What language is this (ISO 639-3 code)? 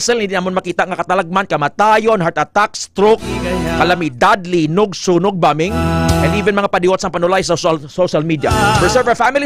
hil